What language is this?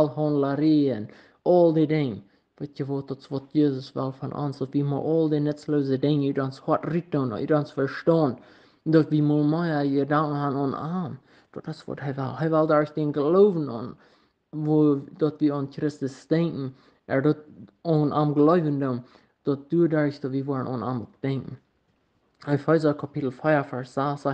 Plautdietsch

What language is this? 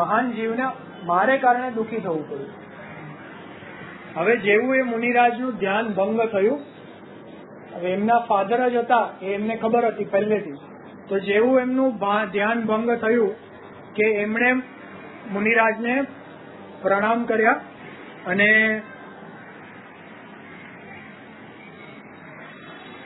Gujarati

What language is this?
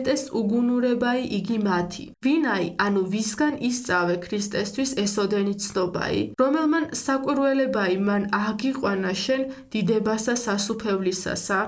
Georgian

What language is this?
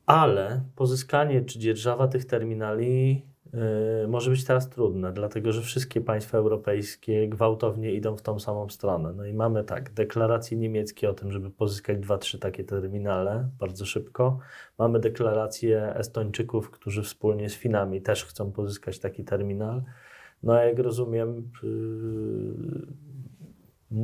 Polish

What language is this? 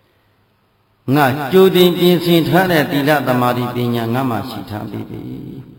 Burmese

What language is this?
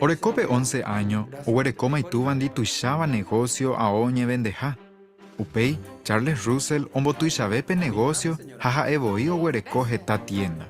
Guarani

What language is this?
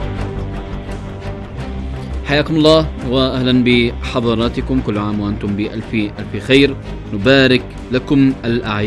Arabic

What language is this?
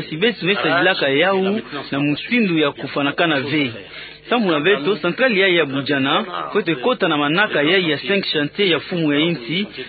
Kituba (Democratic Republic of Congo)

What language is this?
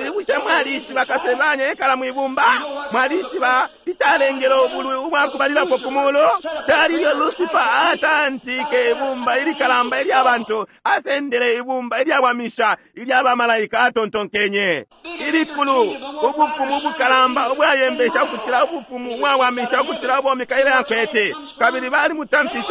Bemba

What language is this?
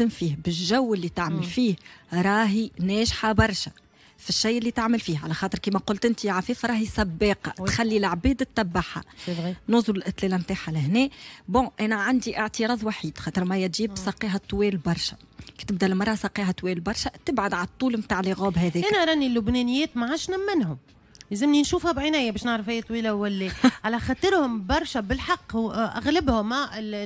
Tunisian Arabic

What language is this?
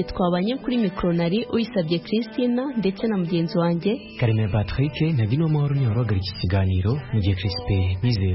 Kinyarwanda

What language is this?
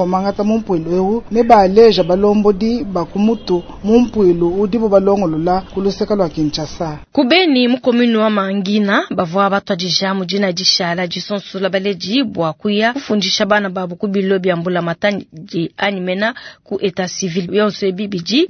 Luba-Lulua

